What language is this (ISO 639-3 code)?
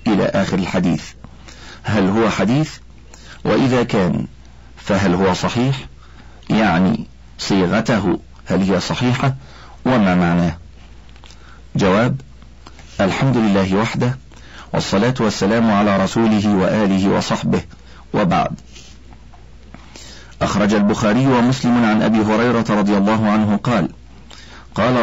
ara